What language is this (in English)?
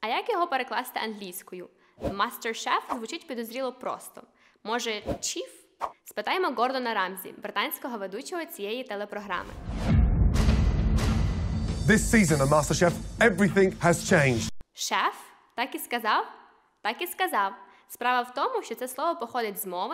Ukrainian